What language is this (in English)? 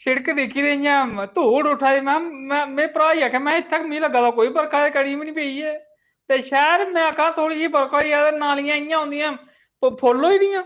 Dogri